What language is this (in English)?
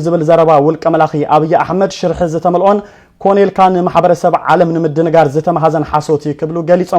Tigrinya